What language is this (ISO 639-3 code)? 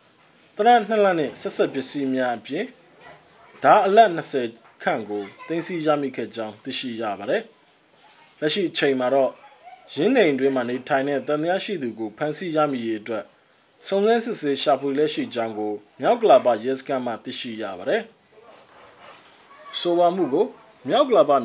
mya